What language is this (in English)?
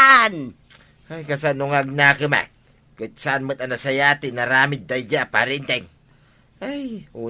Iloko